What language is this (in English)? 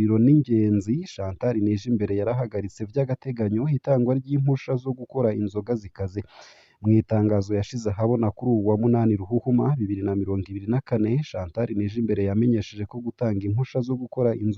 Rundi